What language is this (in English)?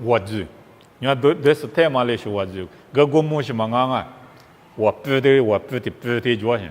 Lisu